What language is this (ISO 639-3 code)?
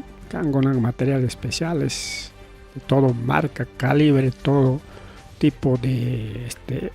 quy